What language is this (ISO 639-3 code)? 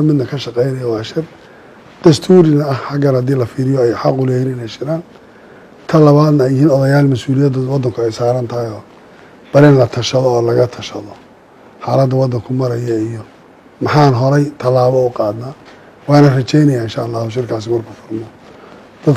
som